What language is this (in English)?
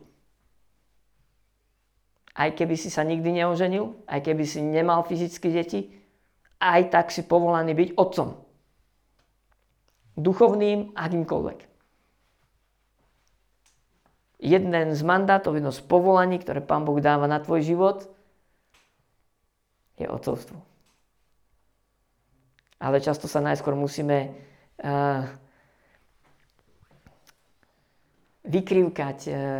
Slovak